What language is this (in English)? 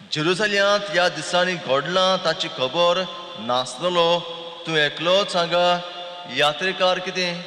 Konkani